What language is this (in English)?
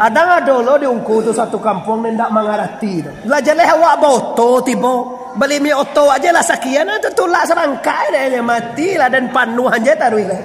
Minangkabau